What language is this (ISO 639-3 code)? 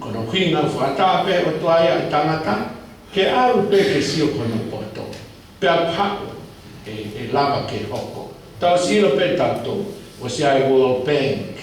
ton